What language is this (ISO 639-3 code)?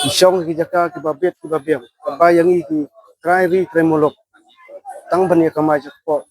kha